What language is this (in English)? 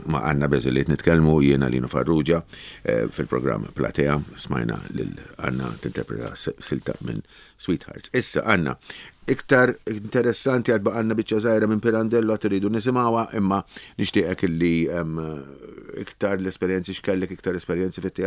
Maltese